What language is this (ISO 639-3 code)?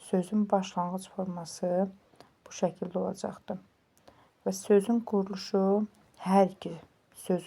aze